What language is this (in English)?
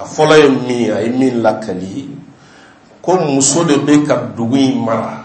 Bambara